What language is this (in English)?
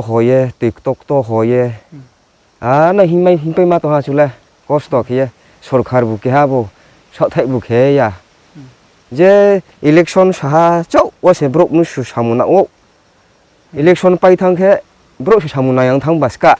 Riang (India)